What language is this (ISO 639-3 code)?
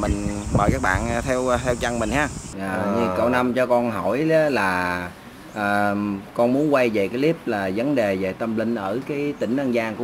vie